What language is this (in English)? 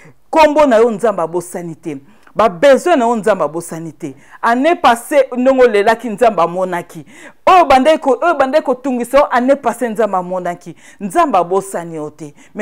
Lingala